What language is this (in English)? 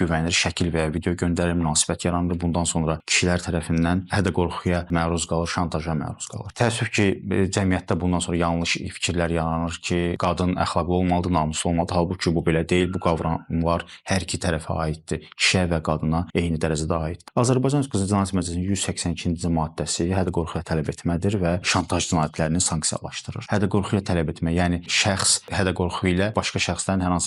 Azerbaijani